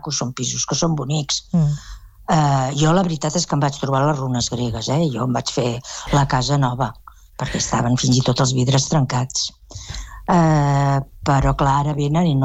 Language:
Catalan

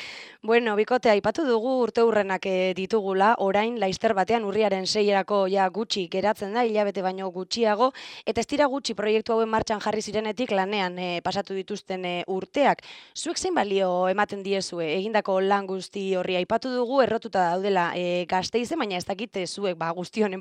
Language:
Basque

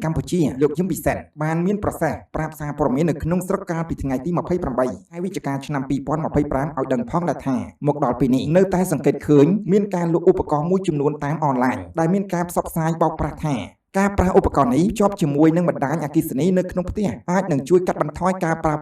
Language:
Khmer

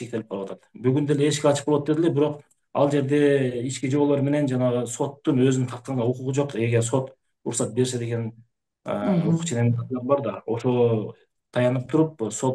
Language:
Kyrgyz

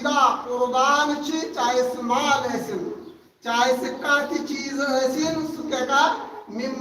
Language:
Kashmiri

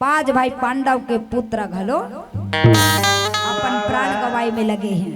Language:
Chhattisgarhi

